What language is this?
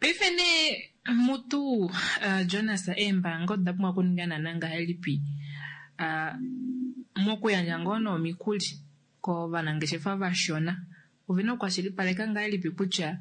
Kuanyama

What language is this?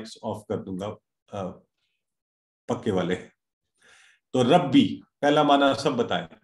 Urdu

